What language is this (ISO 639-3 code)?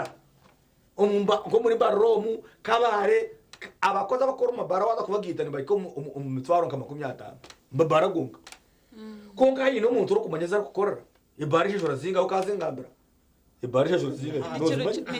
nyn